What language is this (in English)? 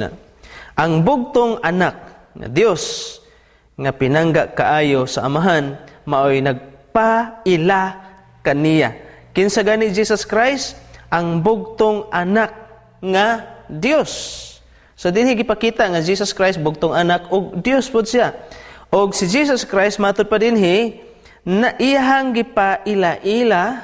Cebuano